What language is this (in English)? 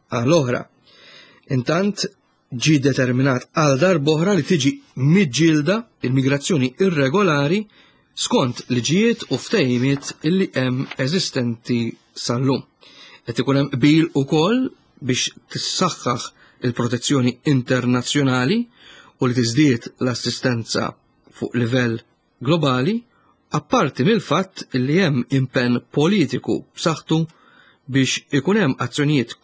Maltese